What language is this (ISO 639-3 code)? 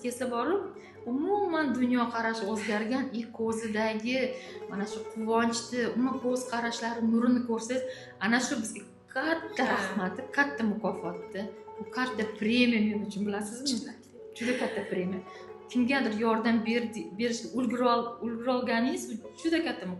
uzb